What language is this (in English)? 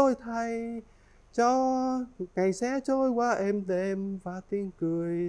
Vietnamese